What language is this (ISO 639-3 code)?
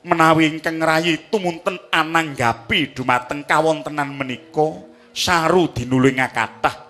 jav